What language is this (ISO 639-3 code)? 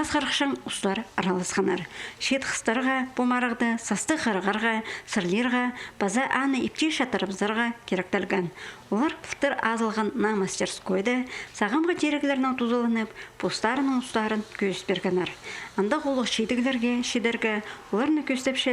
kjh